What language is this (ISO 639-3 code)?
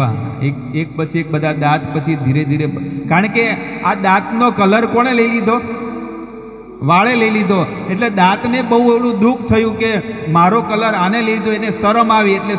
guj